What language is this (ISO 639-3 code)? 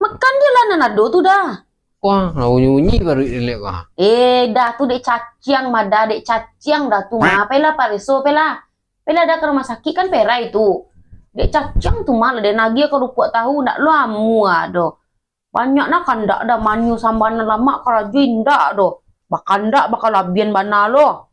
min